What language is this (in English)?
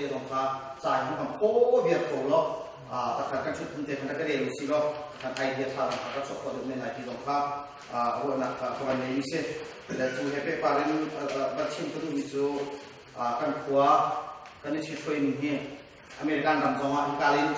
Hakha Chin